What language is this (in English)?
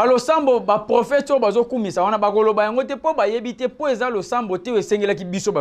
Lingala